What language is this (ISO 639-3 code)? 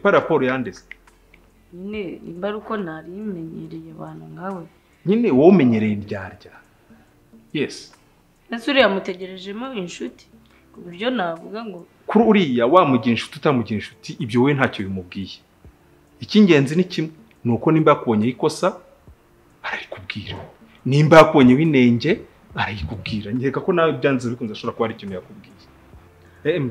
kin